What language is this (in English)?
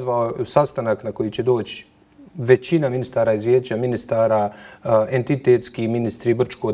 Bosnian